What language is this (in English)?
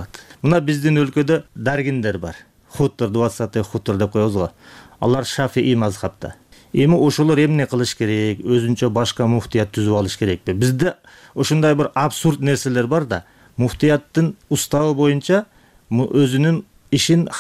Kyrgyz